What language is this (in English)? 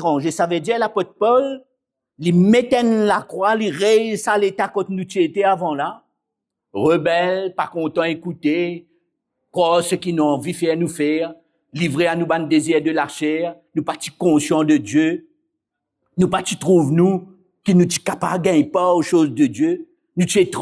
Morisyen